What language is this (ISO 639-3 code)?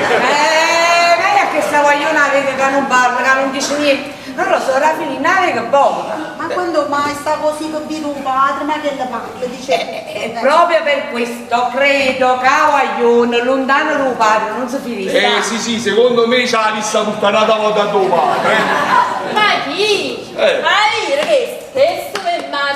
nap